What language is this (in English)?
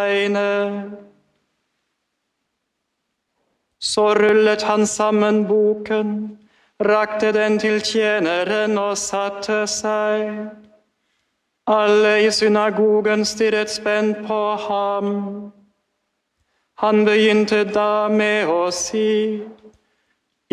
Norwegian